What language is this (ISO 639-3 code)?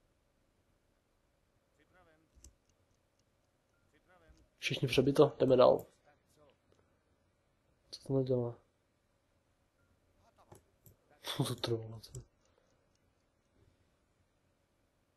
ces